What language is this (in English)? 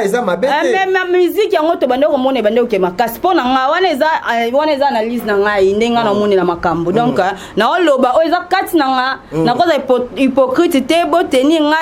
Lingala